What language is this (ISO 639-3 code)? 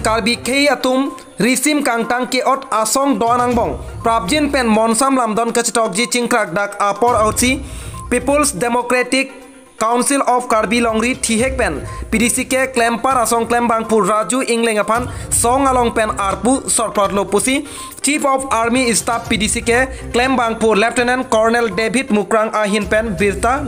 mjw